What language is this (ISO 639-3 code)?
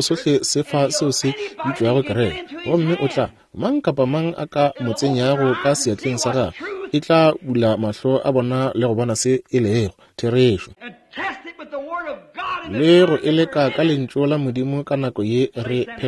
nso